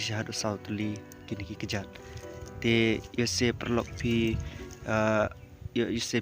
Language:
Khasi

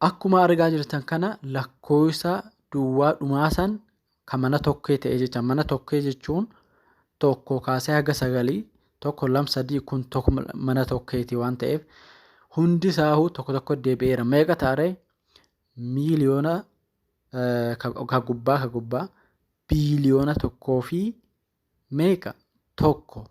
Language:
Oromo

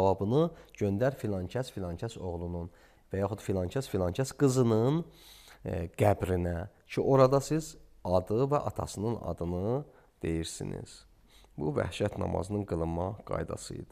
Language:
Azerbaijani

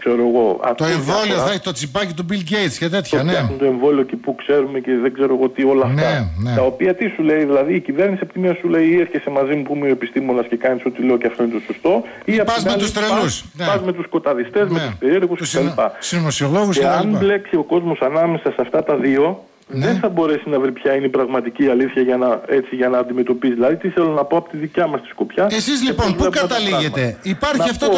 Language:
Greek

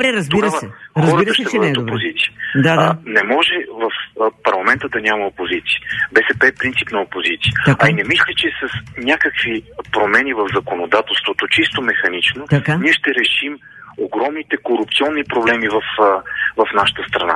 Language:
Bulgarian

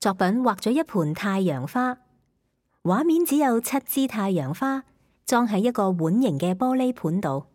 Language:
Cantonese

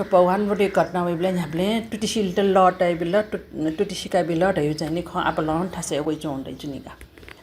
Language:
Newari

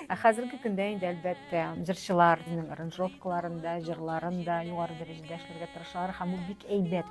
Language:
Tatar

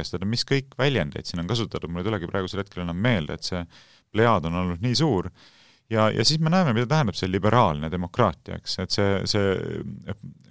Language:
Estonian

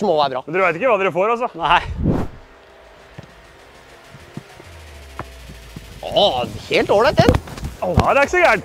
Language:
Norwegian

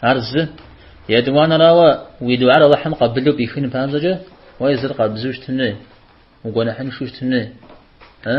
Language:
Kabardian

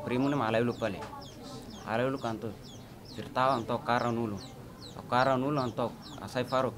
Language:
Tetum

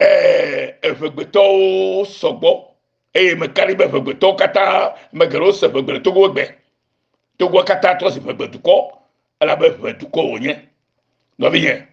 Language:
Ewe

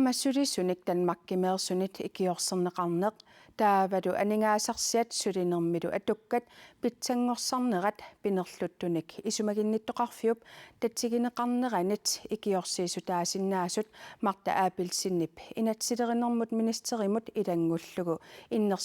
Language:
Kalaallisut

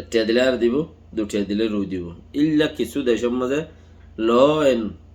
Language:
Rohingya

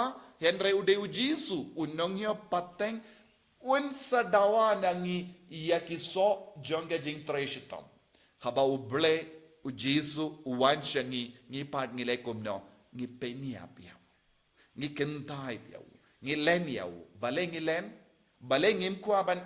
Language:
Khasi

